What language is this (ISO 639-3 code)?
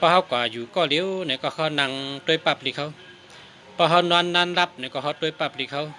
shn